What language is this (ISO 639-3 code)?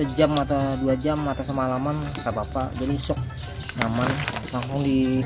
bjn